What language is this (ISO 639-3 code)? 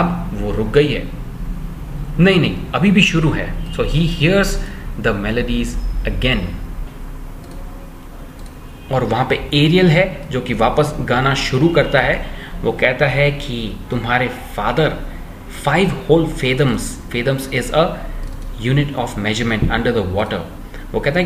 hin